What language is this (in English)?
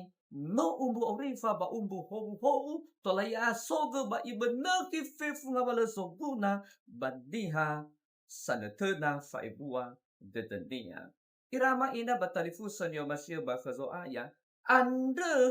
Nias